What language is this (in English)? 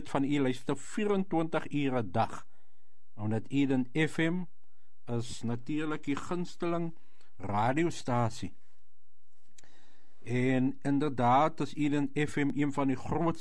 Afrikaans